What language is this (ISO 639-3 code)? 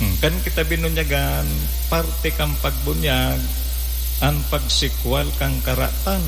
bik